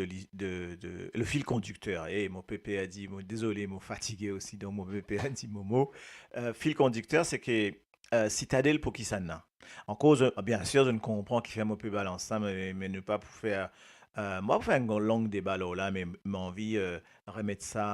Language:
Morisyen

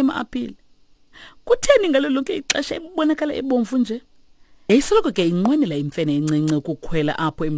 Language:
Xhosa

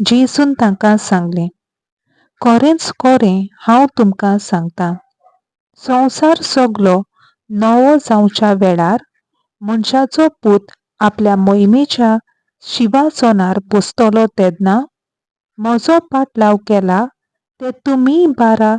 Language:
Konkani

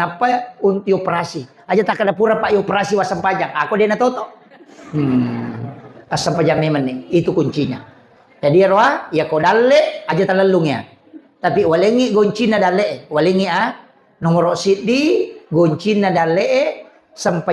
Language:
Buginese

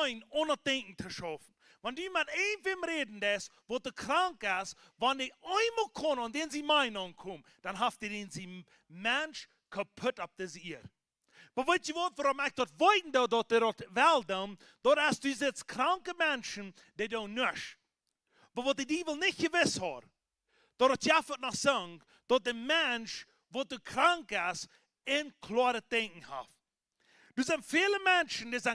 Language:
Plautdietsch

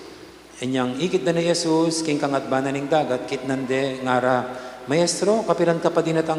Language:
Pampanga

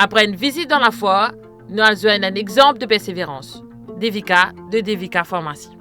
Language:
Morisyen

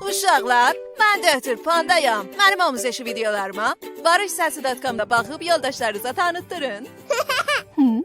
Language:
South Azerbaijani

